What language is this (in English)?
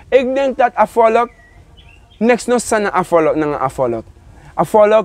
Sranan Tongo